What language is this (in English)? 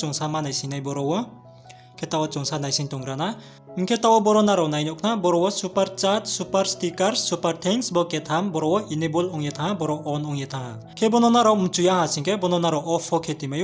Riang (India)